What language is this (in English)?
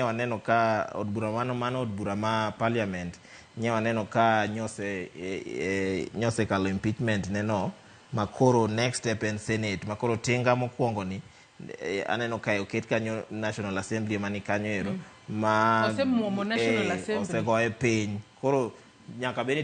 Luo (Kenya and Tanzania)